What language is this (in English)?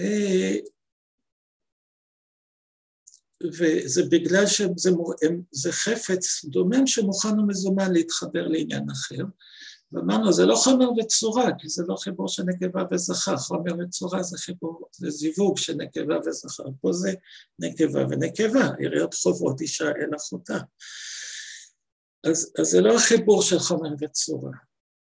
Hebrew